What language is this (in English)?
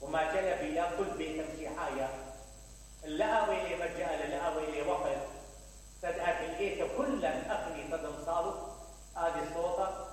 Mesopotamian Arabic